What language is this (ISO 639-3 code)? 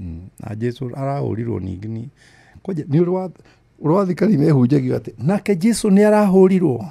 kik